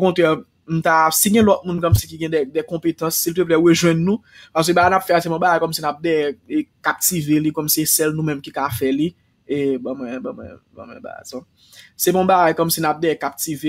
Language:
Haitian Creole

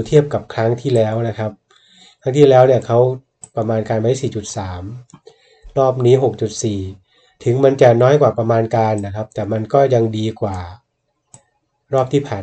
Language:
Thai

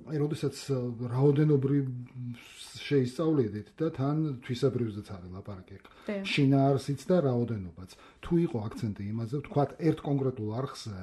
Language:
Georgian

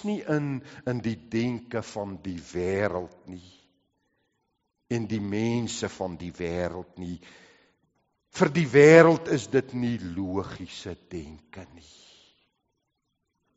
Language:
Afrikaans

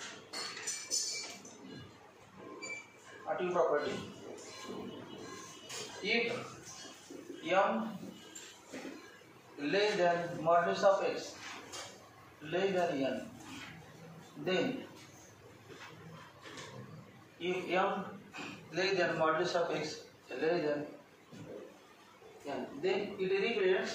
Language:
Marathi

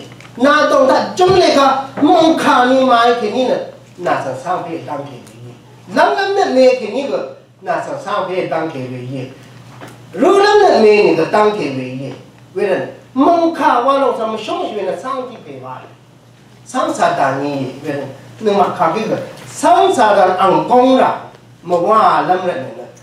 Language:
Rawang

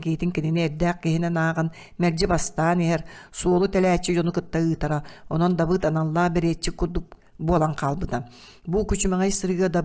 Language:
Yakut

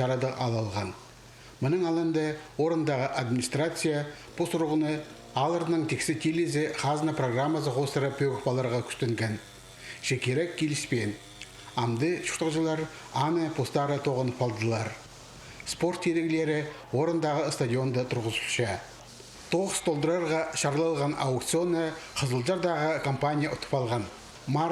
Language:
Khakas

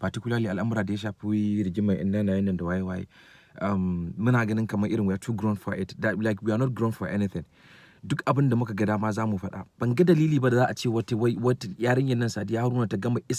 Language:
Hausa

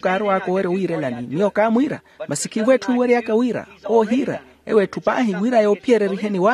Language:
Makhuwa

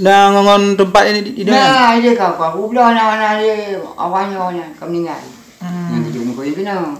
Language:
Achinese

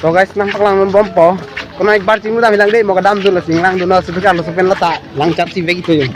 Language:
Karbi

